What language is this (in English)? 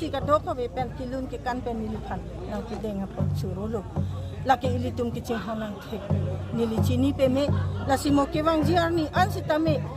Karbi